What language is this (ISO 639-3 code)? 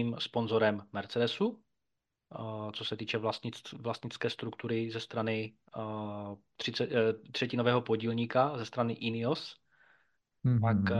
ces